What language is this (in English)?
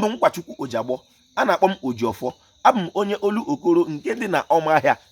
Igbo